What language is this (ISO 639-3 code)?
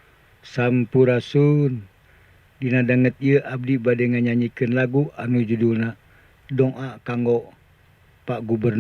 sun